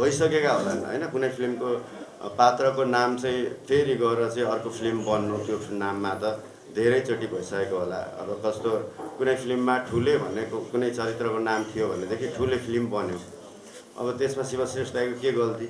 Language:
Nepali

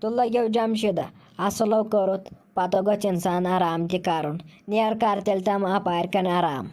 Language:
Kashmiri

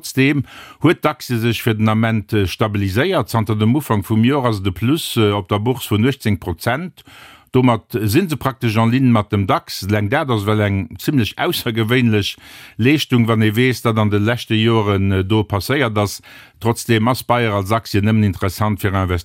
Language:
Luxembourgish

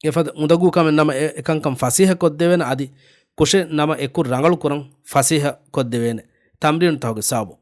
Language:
Divehi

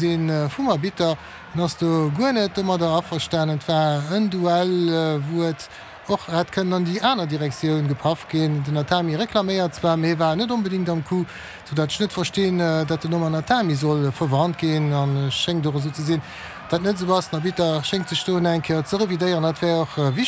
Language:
Luxembourgish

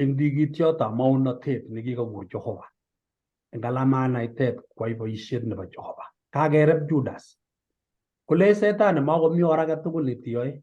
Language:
Kalenjin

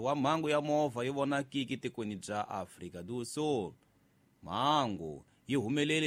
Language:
Tsonga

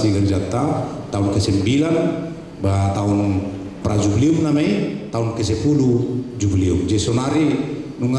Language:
Batak Toba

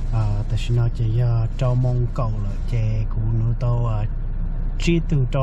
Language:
Hmong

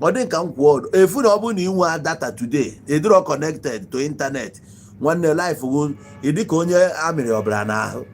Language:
Igbo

